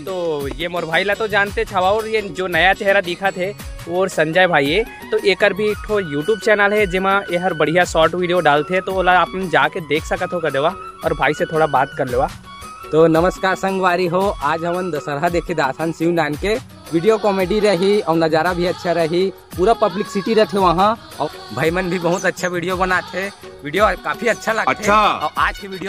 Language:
Chhattisgarhi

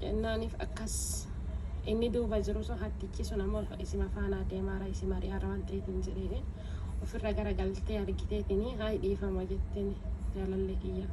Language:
Oromo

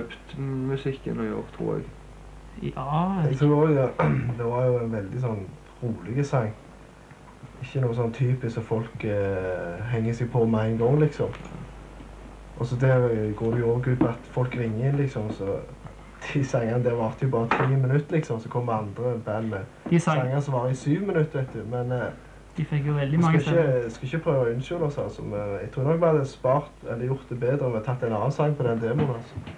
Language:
Norwegian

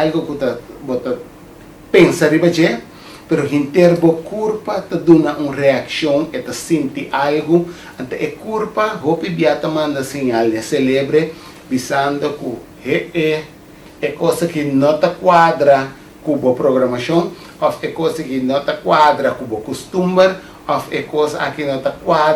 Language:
Papiamento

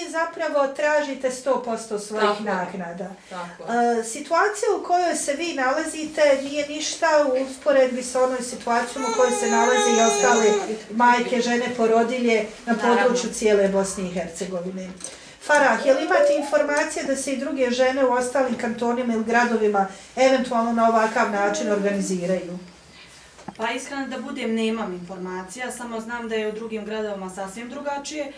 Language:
Bosnian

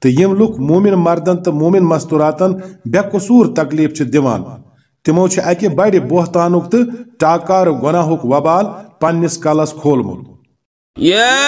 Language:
Kashmiri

